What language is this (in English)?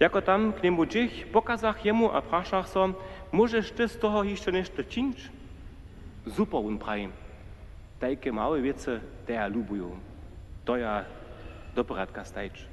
Upper Sorbian